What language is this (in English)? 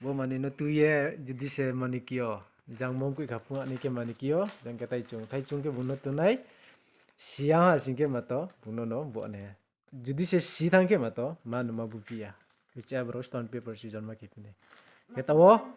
Riang (India)